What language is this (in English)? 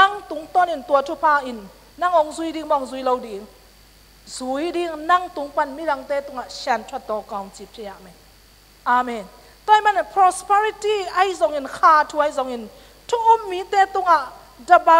Tedim Chin